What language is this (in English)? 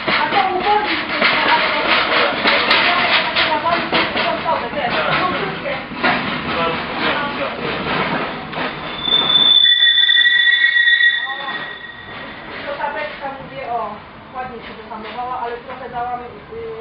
Polish